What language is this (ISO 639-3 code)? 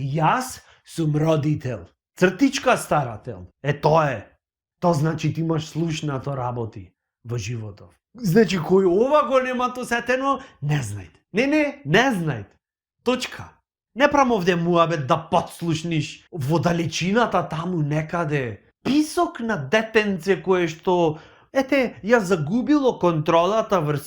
mkd